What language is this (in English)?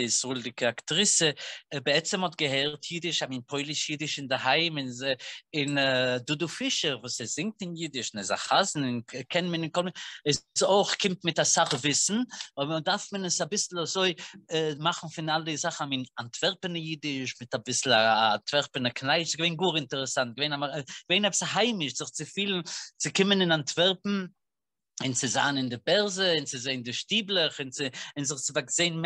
Yiddish